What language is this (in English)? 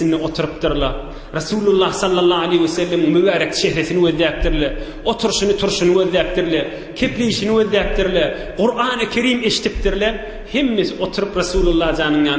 Turkmen